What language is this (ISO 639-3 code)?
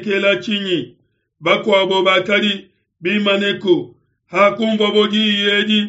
lua